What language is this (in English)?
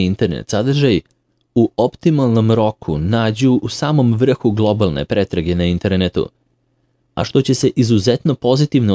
Serbian